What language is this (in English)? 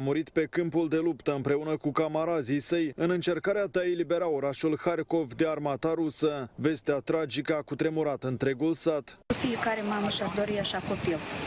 Romanian